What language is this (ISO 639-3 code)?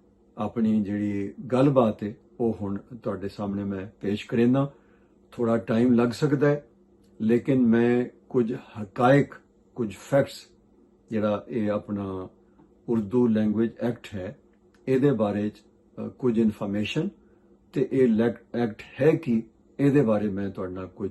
lah